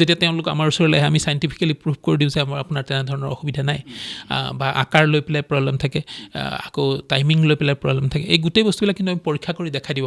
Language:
Assamese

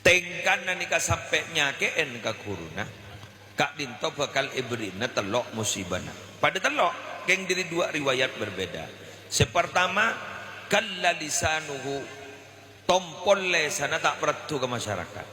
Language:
Madurese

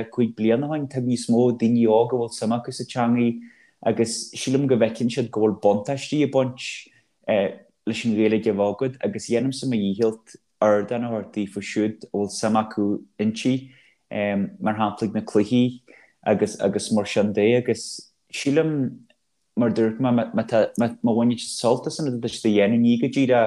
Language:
Irish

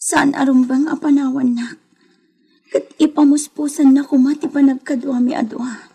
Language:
Iloko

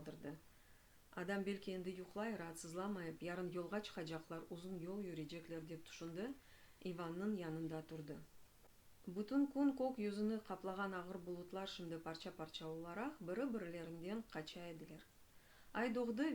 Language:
Crimean Tatar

